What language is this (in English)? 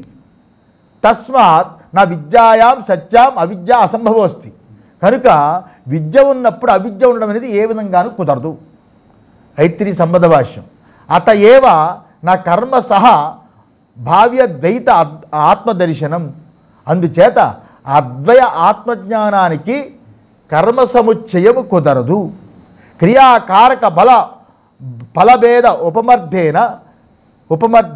Telugu